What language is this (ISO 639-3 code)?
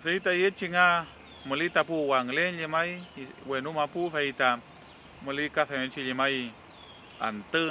arn